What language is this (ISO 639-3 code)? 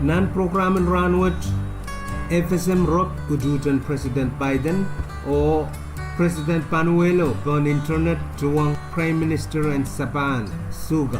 pon